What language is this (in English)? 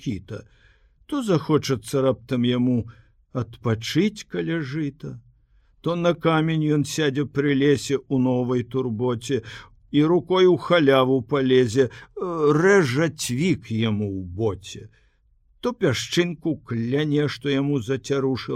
Belarusian